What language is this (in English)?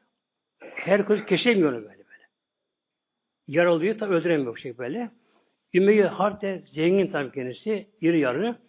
Turkish